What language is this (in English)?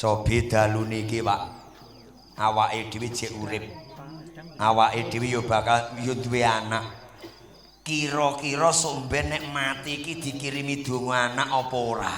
Javanese